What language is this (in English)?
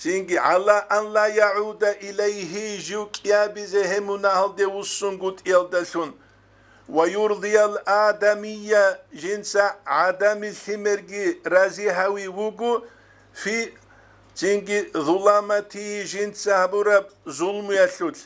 Avaric